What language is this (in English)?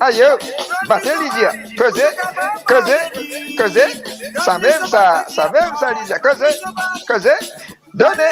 Morisyen